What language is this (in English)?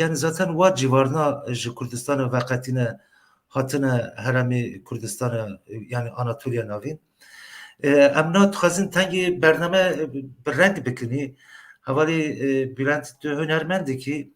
Kurdish